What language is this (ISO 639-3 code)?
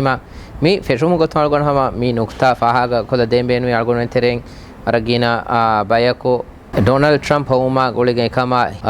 div